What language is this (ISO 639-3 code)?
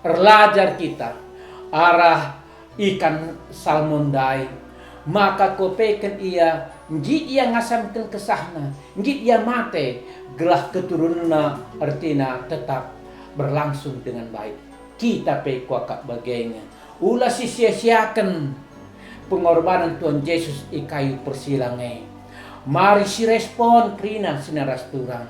btx